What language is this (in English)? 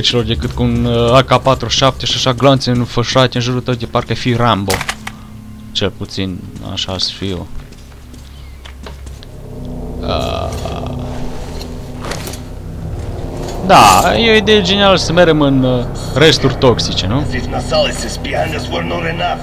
Romanian